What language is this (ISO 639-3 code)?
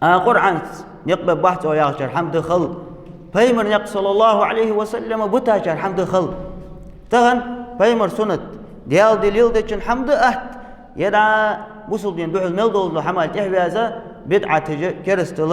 inh